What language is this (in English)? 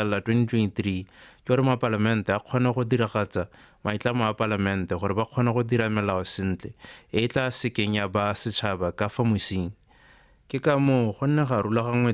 Tswana